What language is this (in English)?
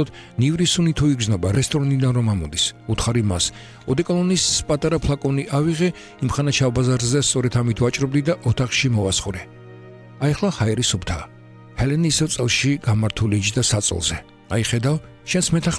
Georgian